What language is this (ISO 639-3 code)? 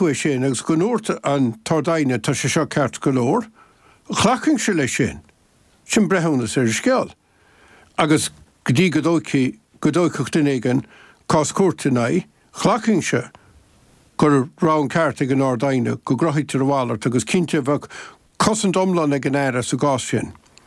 gle